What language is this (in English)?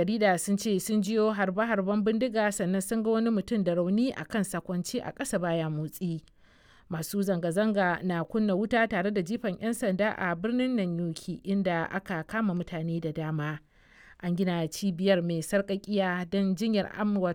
Hausa